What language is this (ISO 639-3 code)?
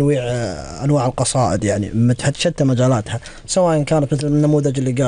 afb